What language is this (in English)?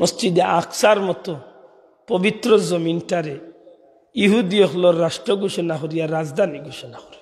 Sylheti